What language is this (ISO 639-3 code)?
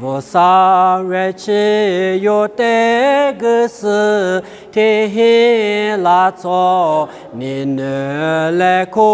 lis